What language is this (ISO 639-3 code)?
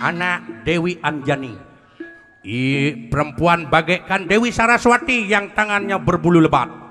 ban